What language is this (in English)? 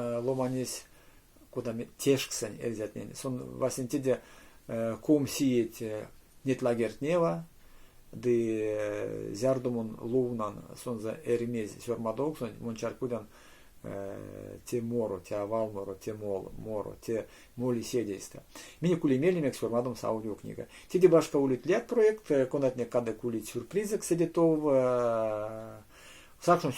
Erzya